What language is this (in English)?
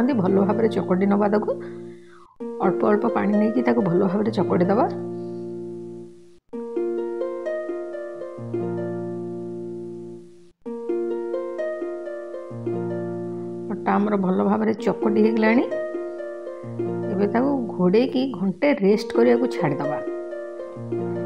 Odia